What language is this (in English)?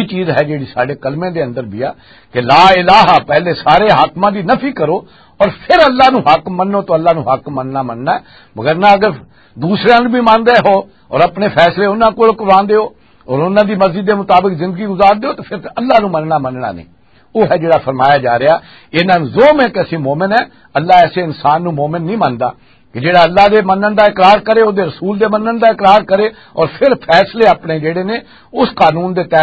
Western Panjabi